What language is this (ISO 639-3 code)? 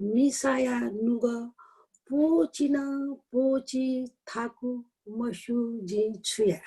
new